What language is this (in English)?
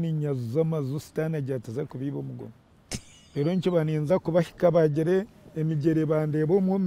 Nyankole